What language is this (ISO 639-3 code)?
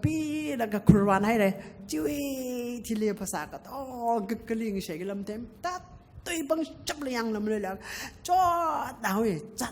nmf